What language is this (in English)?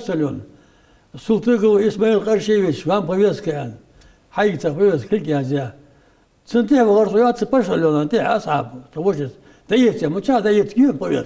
Ingush